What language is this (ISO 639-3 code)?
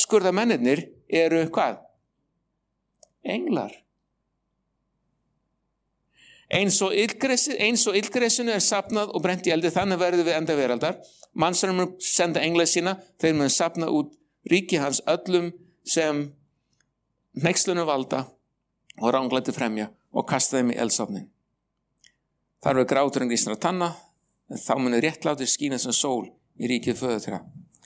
isl